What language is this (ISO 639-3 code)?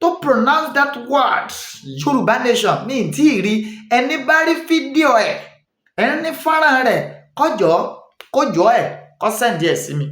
yor